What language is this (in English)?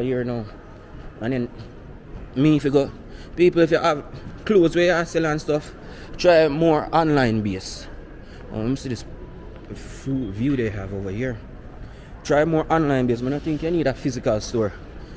Jamaican Creole English